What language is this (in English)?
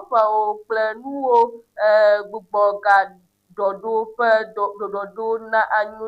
Ewe